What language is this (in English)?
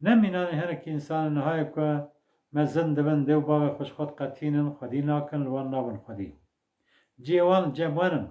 Kurdish